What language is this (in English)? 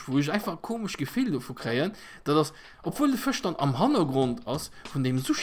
Luxembourgish